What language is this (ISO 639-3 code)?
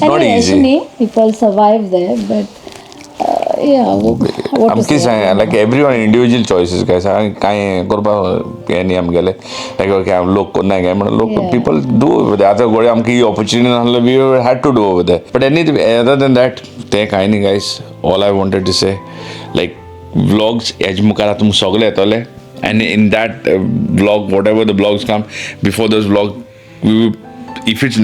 kok